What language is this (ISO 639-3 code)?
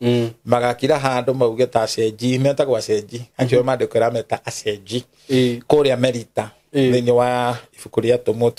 kik